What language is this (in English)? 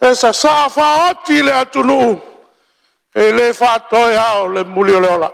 Samoan